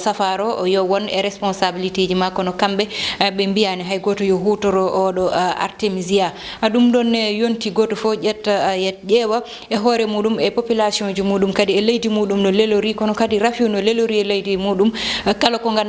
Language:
Fula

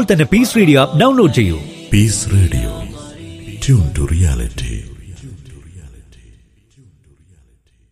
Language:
Malayalam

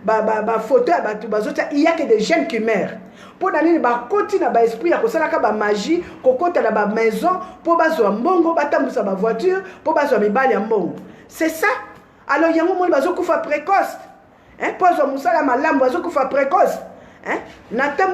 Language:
Lingala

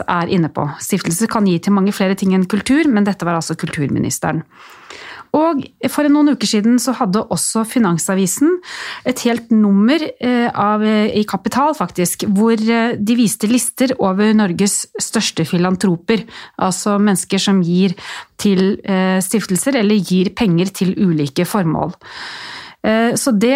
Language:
Norwegian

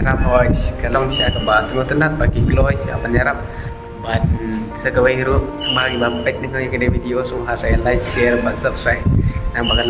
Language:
Khasi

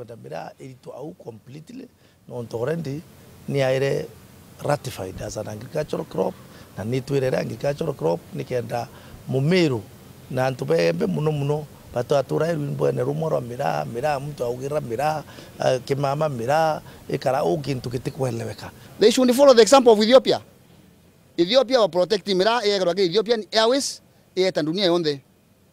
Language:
Meru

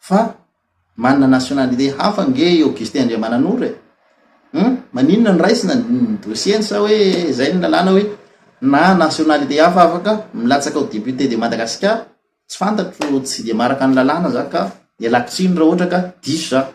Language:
Malagasy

